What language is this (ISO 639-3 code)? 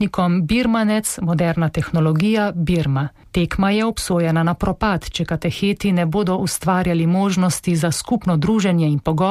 slv